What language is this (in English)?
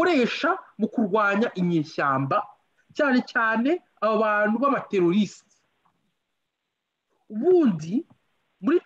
Kinyarwanda